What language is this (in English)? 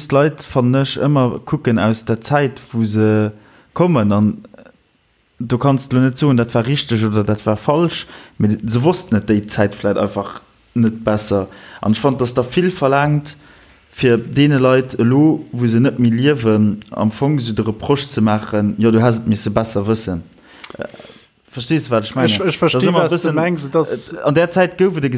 Luxembourgish